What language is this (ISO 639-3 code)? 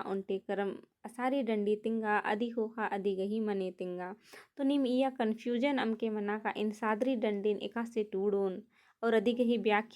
kru